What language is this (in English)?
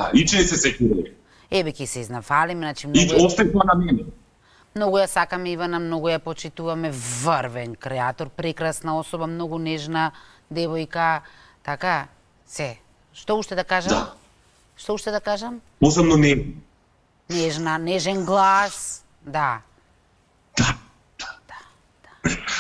Macedonian